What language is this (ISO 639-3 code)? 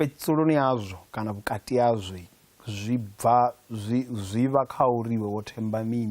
ven